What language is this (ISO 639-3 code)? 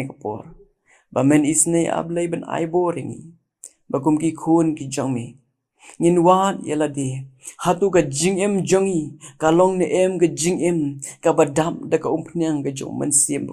kha